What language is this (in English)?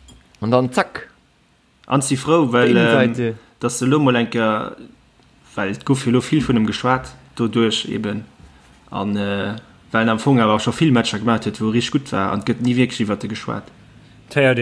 Luxembourgish